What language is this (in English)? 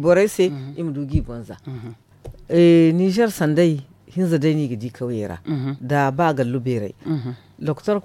Zarma